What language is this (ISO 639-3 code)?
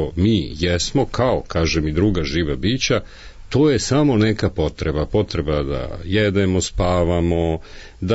srp